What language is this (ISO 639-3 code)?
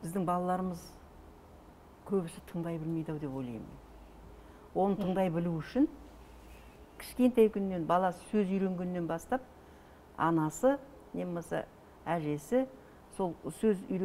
kaz